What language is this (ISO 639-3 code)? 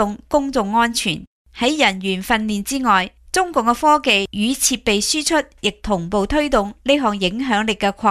yue